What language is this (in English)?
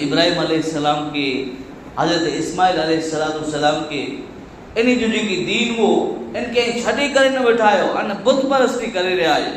Kachhi